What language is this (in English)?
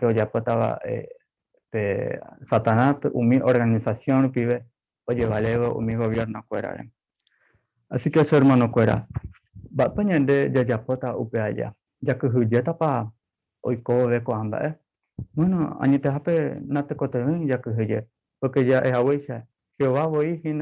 Guarani